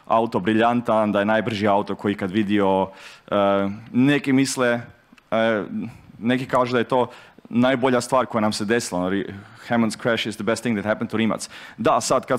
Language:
Croatian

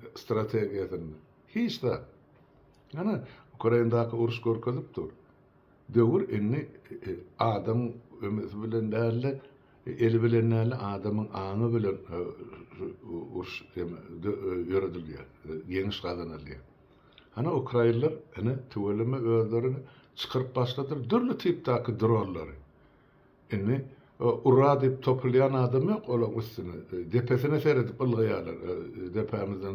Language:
Turkmen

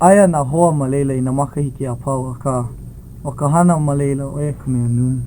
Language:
Hawaiian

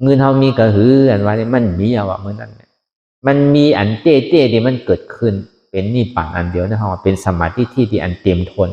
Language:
Shan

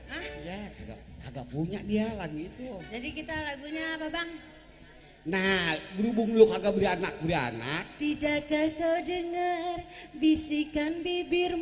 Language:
Betawi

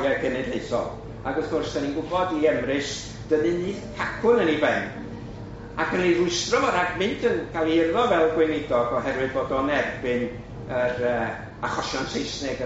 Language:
Welsh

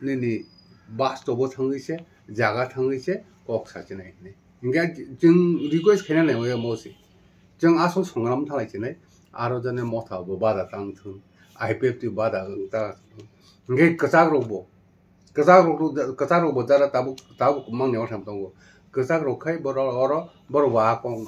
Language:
Kok Borok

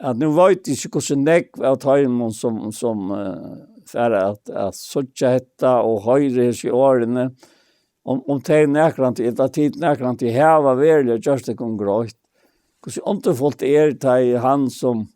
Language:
Faroese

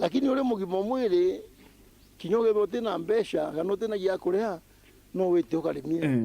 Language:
Meru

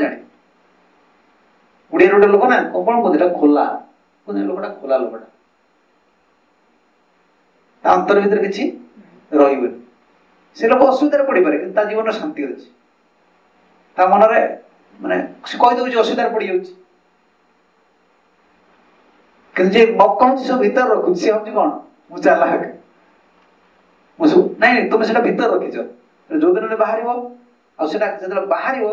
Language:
Odia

